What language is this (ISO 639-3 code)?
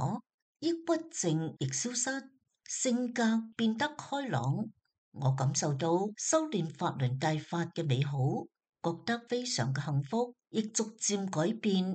yue